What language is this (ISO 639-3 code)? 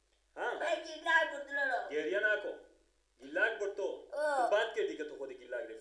fas